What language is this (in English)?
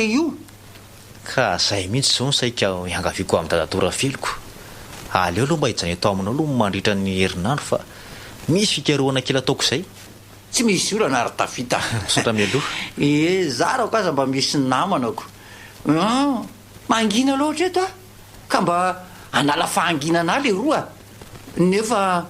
Malagasy